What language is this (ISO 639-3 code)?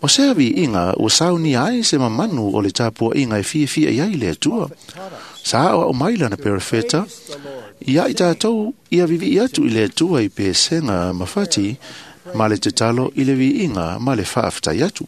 smo